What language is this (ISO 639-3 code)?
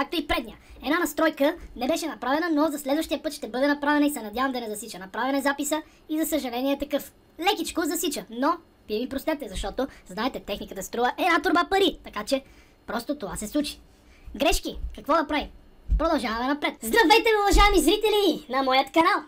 bul